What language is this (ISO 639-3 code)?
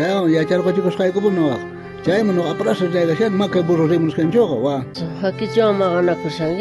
quh